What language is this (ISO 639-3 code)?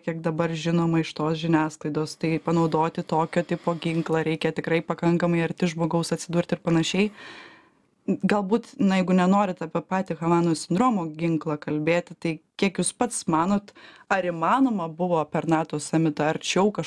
lit